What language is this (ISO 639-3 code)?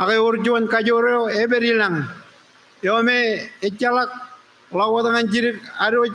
mah